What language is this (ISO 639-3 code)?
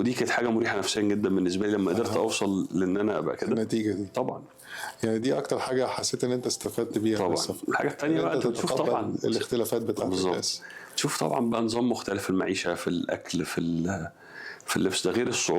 arz